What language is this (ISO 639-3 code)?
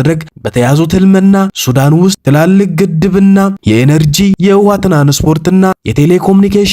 amh